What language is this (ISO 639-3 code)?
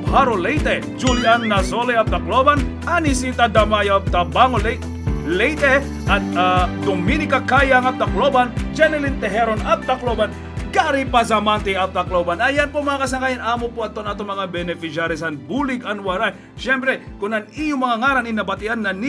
war